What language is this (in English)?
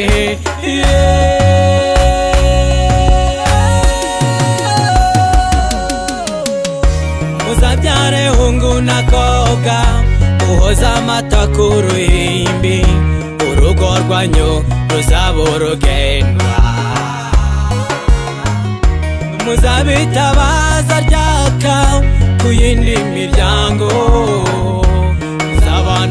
Kinyarwanda